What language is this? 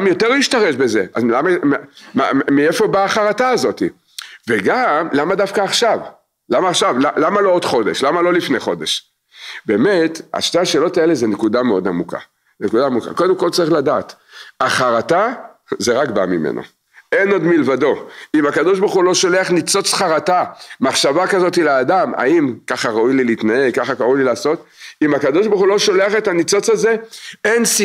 Hebrew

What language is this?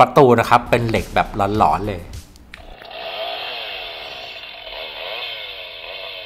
Thai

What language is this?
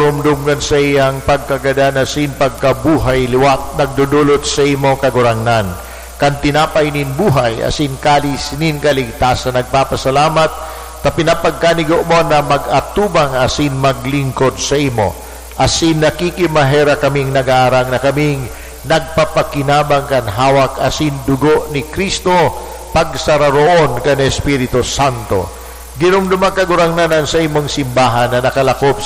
Bikol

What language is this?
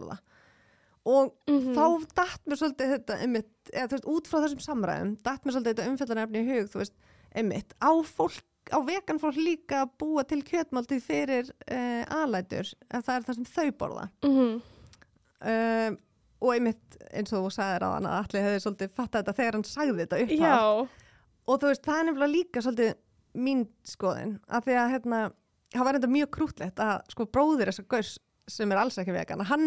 Icelandic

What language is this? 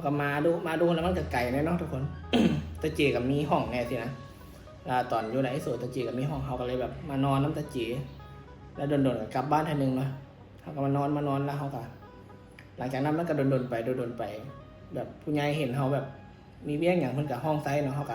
Northeastern Thai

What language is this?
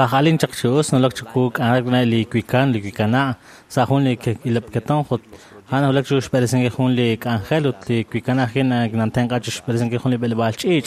Kekchí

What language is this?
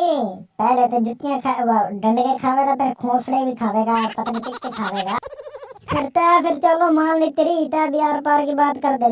Haryanvi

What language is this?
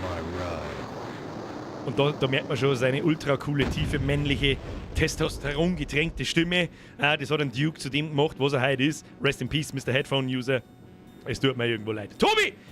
Bavarian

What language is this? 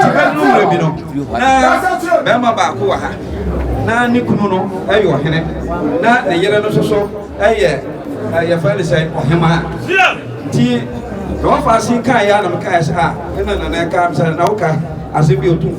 Akan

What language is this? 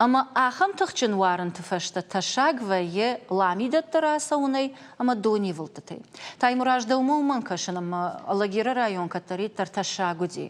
Ossetic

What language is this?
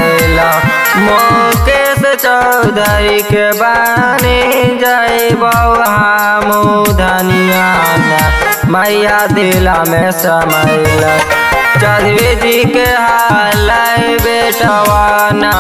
Magahi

